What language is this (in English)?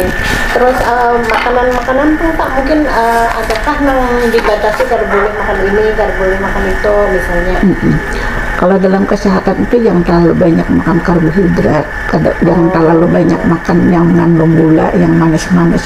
Banjar